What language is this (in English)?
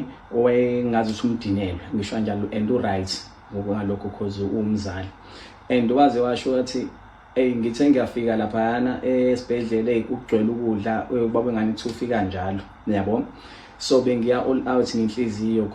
Zulu